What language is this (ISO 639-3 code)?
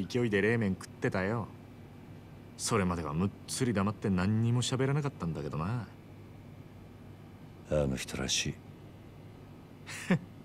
jpn